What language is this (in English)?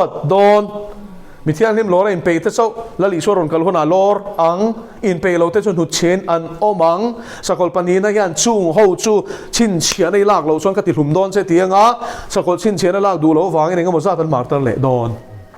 Mizo